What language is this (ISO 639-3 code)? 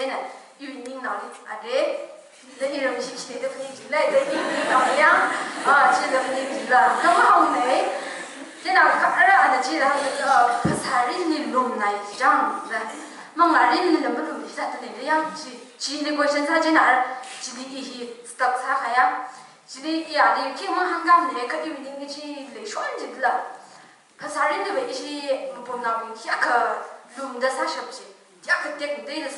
nmf